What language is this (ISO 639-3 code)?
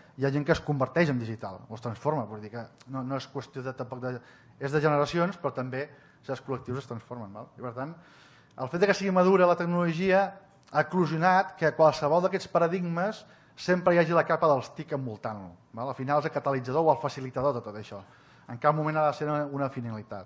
cat